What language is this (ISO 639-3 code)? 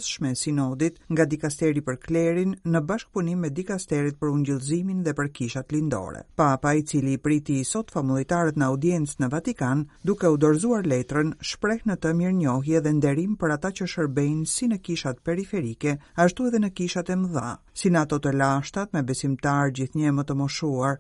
sqi